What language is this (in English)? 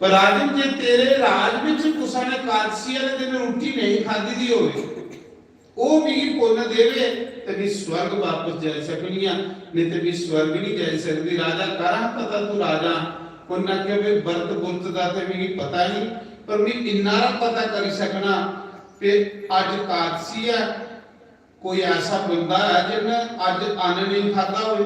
Dogri